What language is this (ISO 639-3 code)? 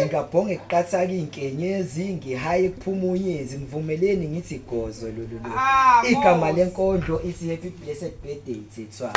zul